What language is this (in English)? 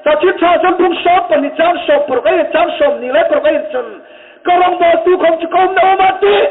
Hmar